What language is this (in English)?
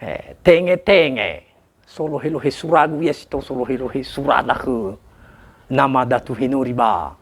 Nias